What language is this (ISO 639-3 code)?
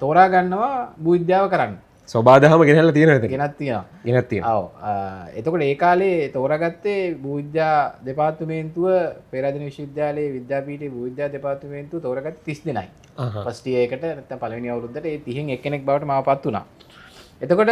sin